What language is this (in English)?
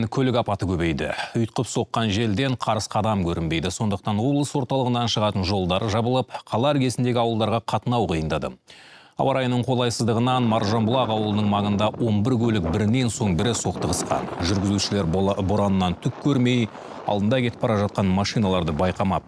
Kazakh